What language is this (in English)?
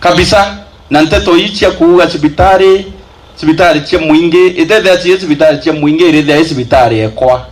Meru